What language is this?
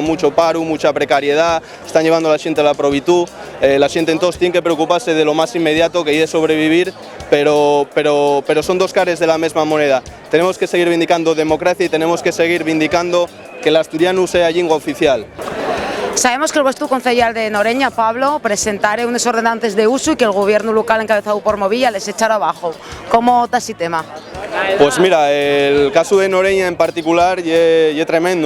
Asturian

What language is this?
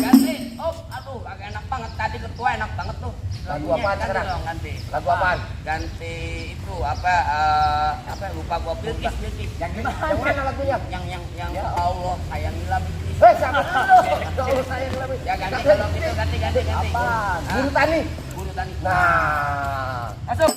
Betawi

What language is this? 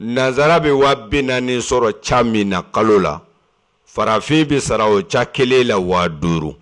Bambara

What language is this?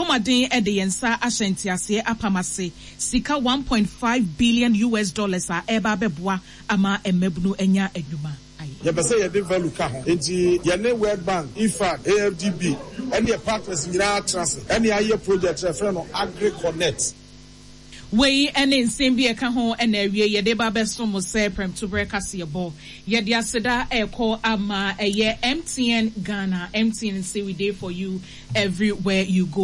Akan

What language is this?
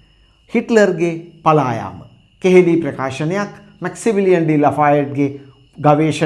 Sinhala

